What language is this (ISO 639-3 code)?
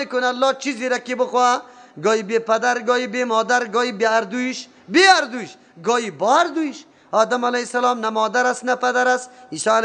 fas